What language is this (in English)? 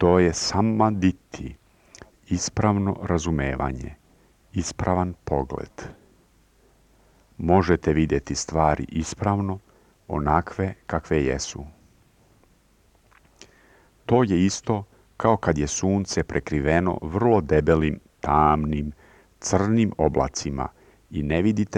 Serbian